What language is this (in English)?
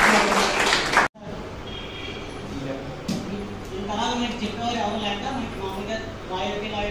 Telugu